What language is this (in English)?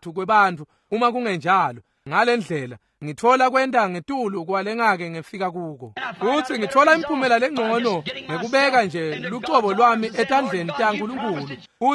Swati